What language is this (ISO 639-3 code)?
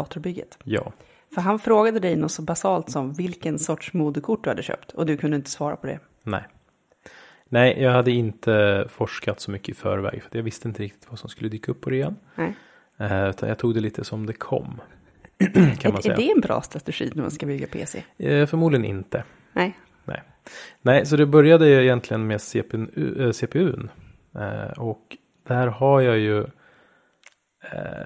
swe